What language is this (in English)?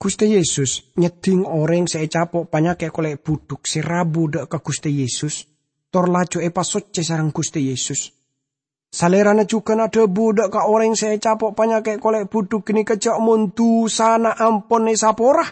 Madurese